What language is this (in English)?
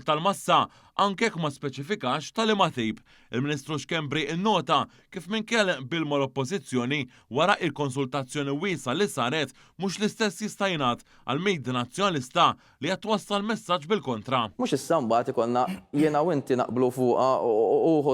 Maltese